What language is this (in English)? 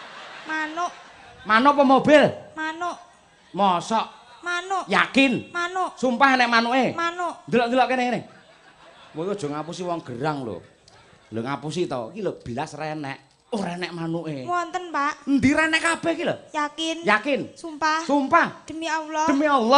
Javanese